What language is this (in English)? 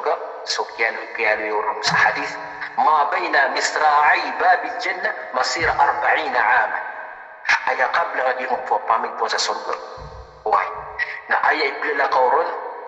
Maranao